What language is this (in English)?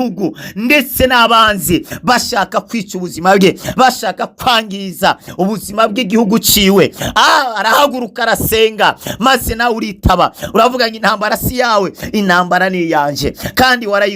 Rundi